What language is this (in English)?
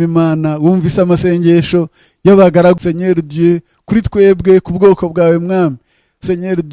Kinyarwanda